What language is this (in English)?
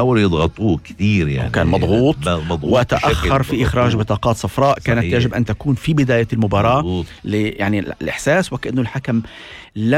North Levantine Arabic